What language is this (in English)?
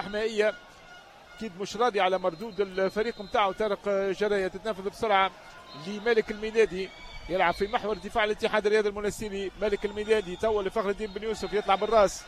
Tunisian Arabic